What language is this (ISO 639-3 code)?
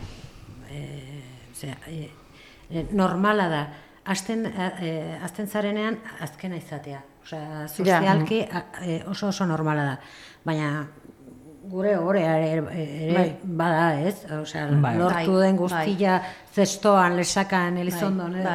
eus